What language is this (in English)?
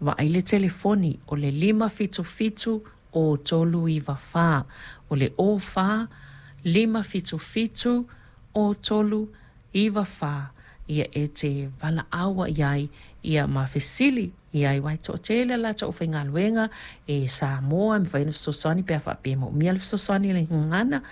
Samoan